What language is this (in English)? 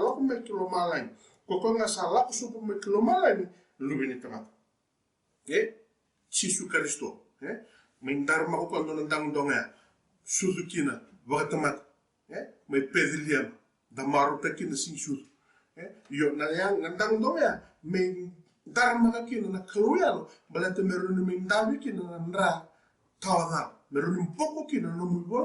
Fijian